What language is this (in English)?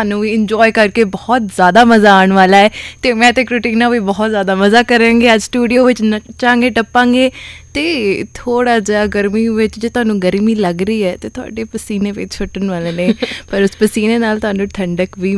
Punjabi